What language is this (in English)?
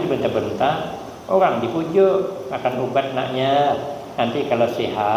Banjar